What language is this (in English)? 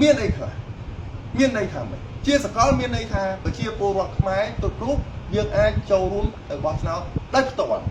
Khmer